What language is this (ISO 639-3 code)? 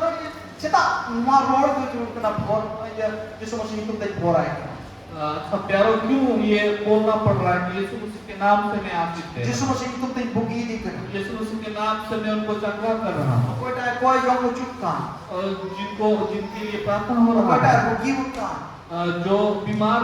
sat